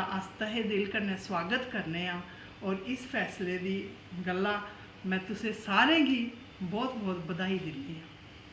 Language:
Dogri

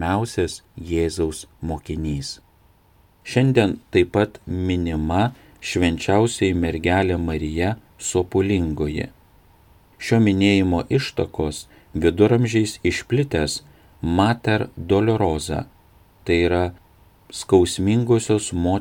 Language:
Lithuanian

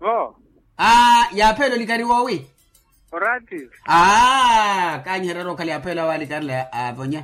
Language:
Makhuwa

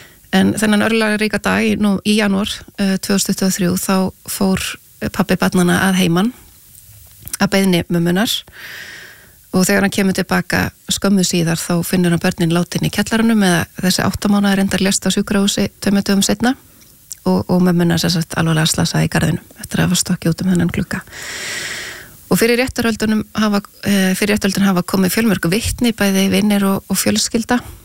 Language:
Icelandic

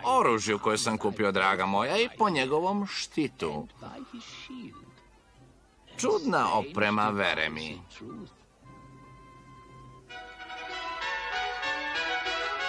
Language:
Serbian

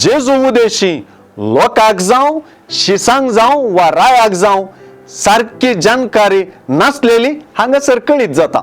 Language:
Konkani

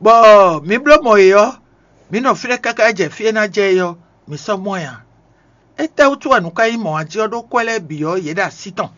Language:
Fon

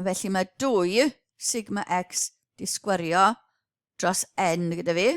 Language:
Welsh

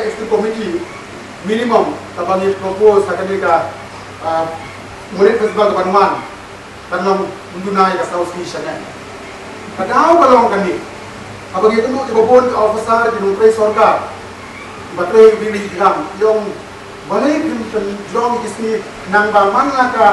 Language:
Khasi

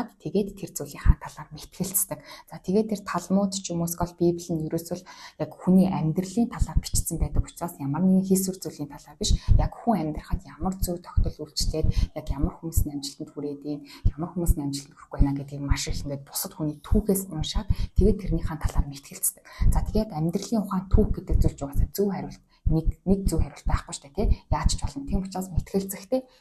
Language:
Mongolian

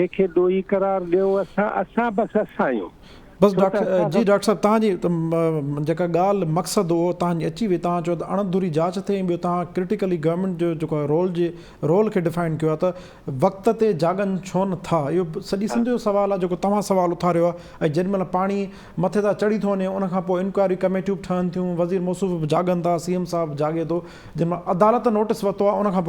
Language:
Sindhi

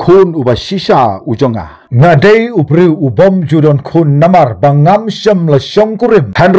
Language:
Khasi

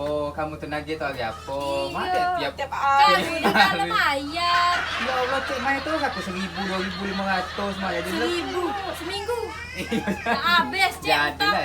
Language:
Musi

